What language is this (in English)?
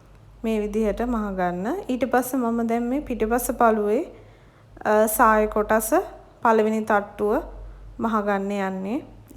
Sinhala